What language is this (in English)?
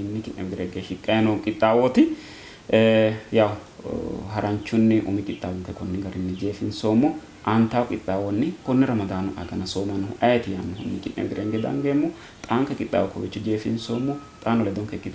Sidamo